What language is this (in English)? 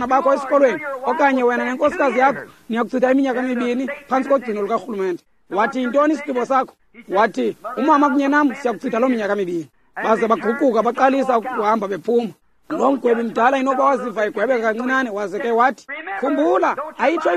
Xhosa